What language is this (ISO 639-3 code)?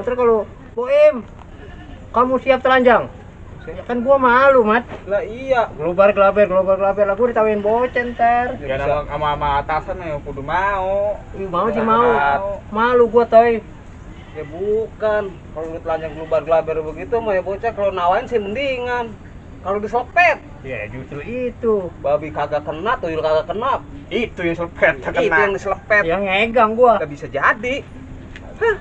bew